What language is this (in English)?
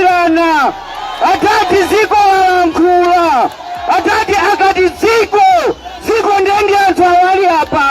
Nyanja